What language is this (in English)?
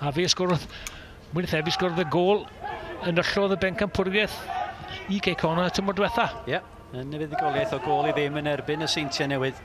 Welsh